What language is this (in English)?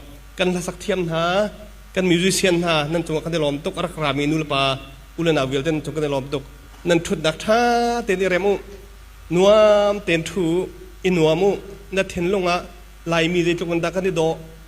Hakha Chin